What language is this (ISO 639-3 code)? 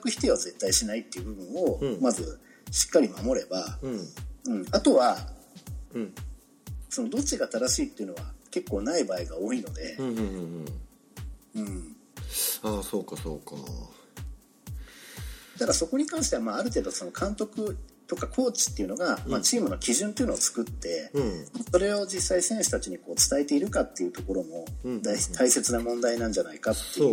jpn